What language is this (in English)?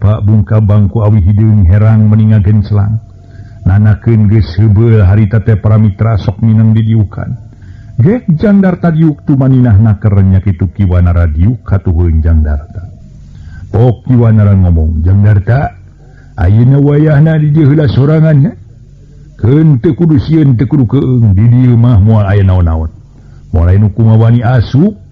Sundanese